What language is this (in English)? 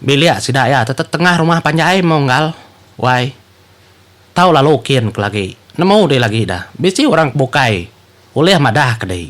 Iban